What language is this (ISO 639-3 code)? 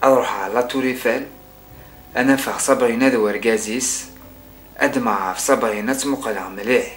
kab